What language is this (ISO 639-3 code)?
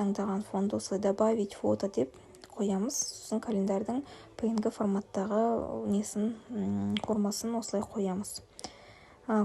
kaz